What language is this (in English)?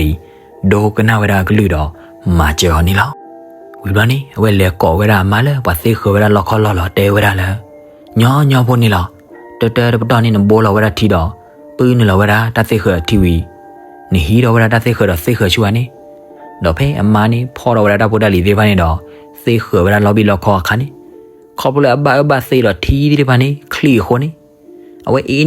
S'gaw Karen